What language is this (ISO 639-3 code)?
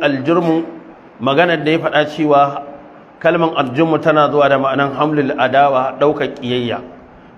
hau